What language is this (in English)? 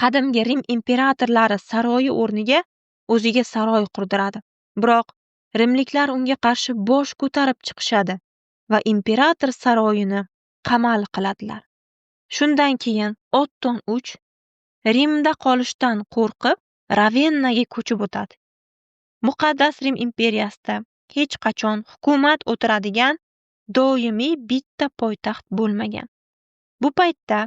Uzbek